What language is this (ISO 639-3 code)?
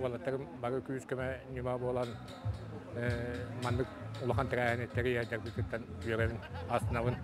sah